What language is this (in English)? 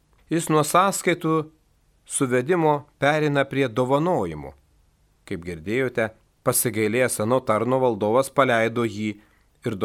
Lithuanian